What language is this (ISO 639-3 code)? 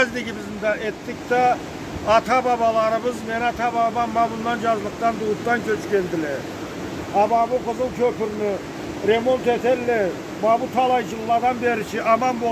krc